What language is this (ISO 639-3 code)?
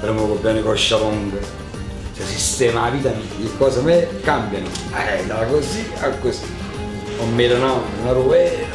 nap